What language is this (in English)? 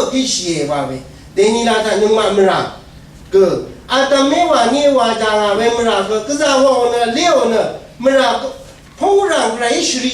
Rawang